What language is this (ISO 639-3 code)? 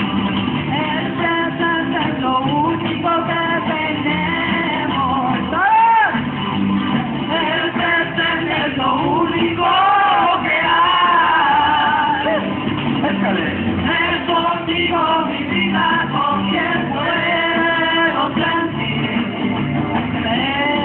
spa